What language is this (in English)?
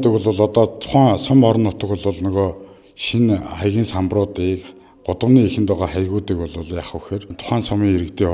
Mongolian